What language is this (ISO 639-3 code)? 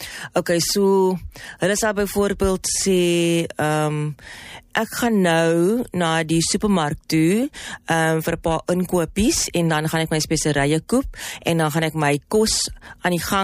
afr